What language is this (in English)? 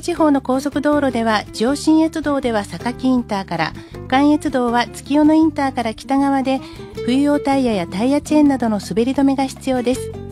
Japanese